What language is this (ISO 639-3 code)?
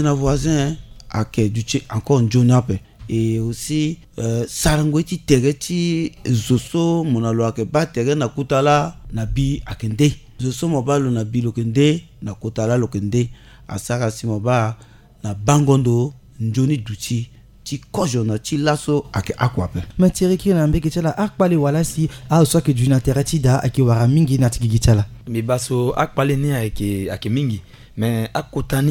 sag